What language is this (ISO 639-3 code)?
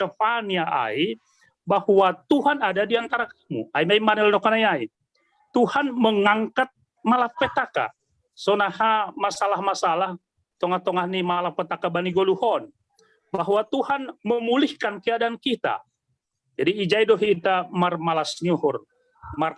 bts